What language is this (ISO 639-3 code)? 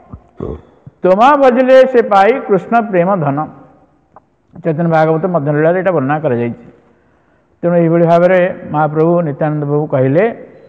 ori